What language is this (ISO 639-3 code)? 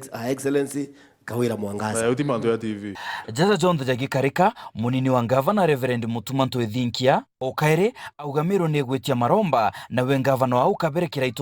mer